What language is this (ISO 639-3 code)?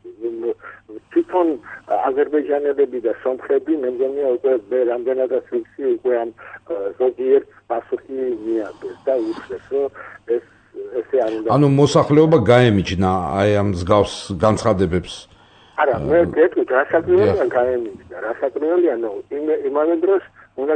kat